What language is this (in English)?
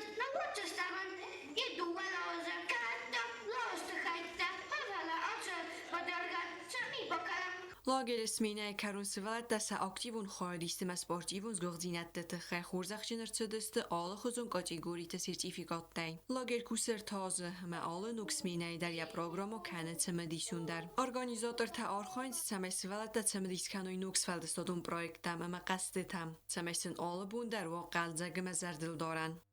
Ossetic